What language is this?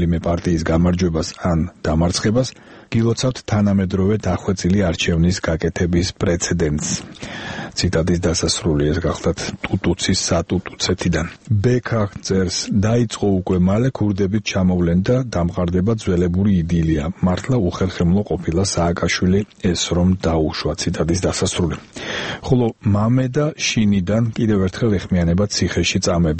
Georgian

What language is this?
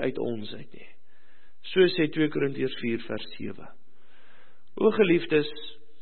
Afrikaans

